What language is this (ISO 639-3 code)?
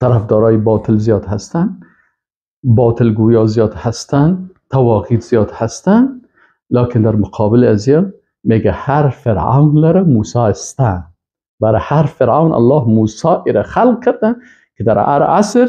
fas